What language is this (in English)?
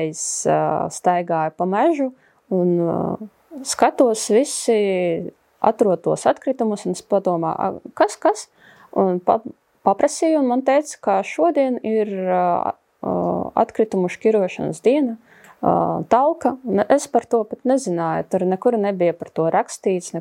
Latvian